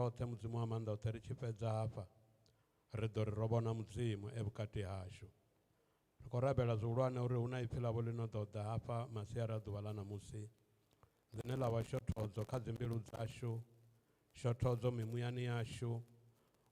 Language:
Venda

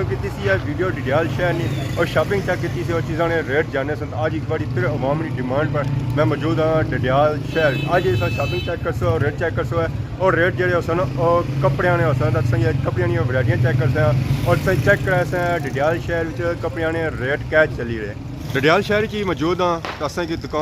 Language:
Pahari-Potwari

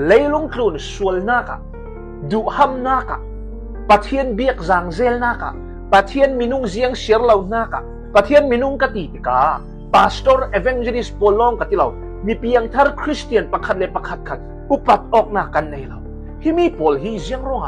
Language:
Falam Chin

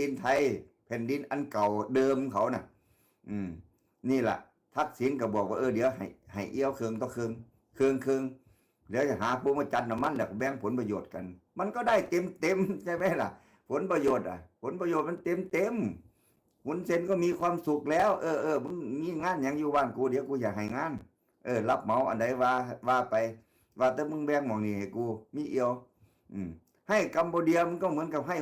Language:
Northeastern Thai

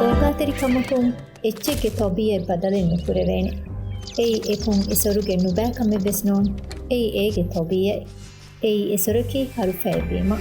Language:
Divehi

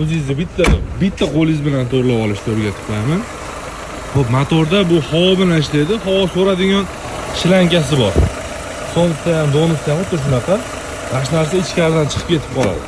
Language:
Uzbek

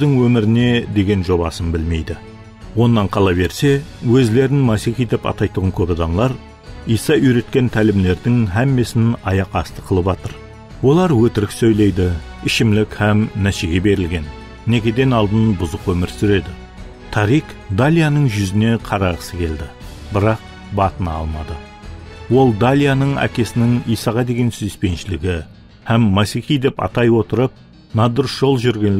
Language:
Kara-Kalpak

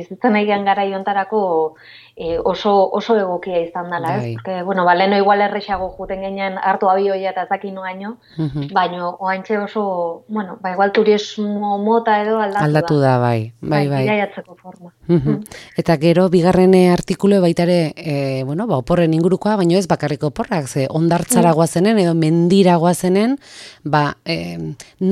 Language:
Basque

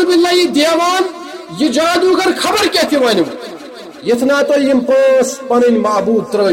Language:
Kashmiri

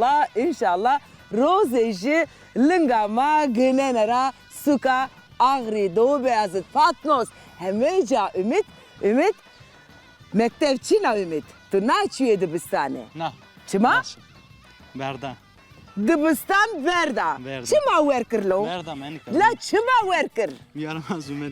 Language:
Zaza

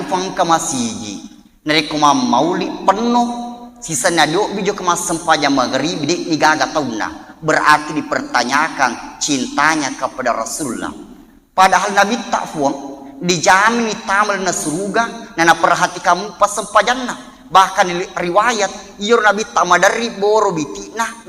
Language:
Buginese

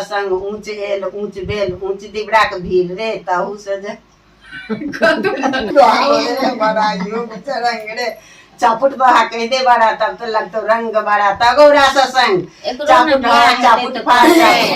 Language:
Maithili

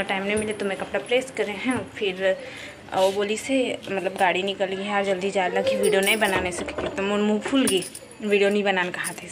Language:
Chhattisgarhi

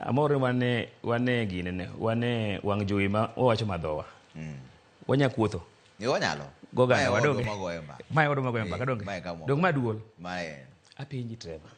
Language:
Luo (Kenya and Tanzania)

